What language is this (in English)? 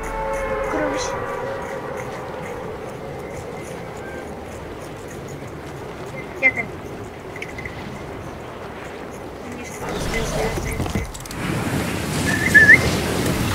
Bulgarian